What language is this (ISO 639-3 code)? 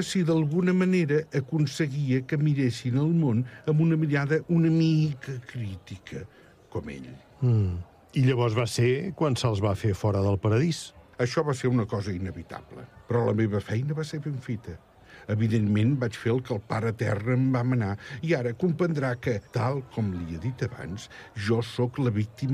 cat